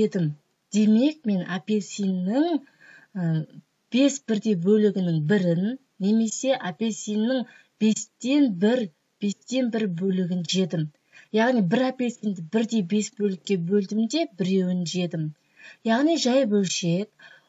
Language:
Kazakh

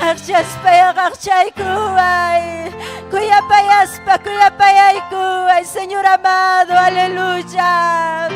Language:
Ayacucho Quechua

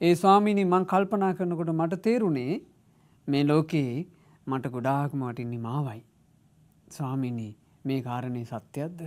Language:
Sinhala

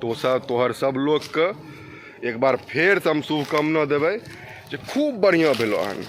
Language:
Maithili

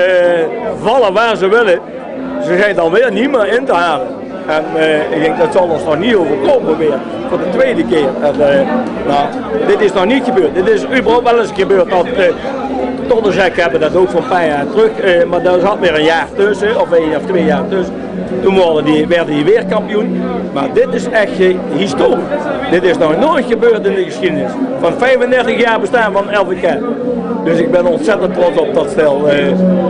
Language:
Limburgish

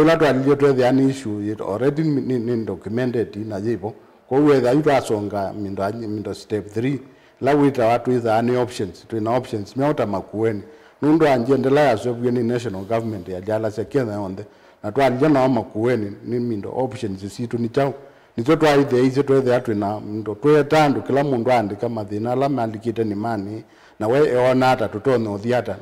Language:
Kamba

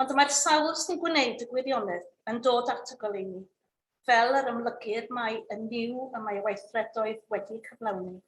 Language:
Welsh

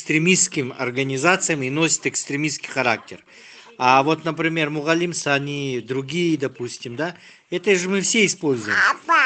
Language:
Russian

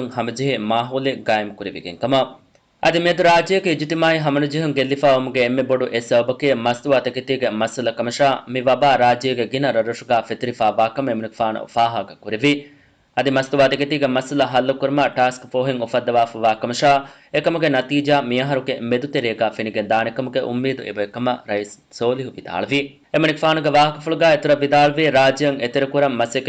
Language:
Divehi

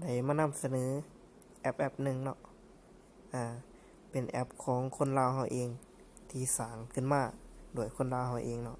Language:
Lao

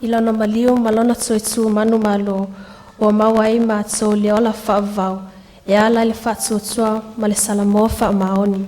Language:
Samoan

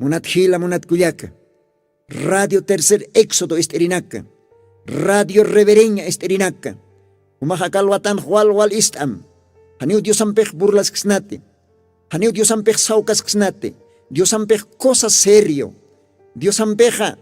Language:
Aymara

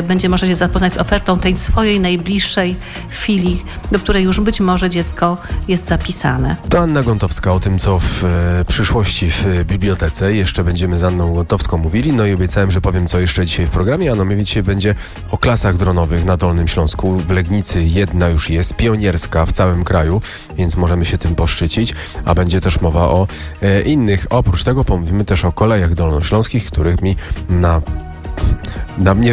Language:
Polish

